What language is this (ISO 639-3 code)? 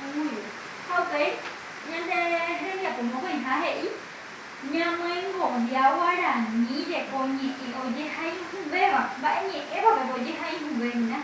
grn